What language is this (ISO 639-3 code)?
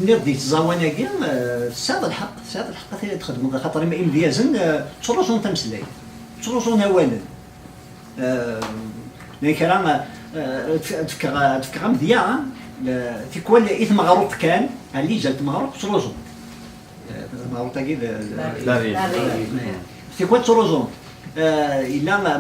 kab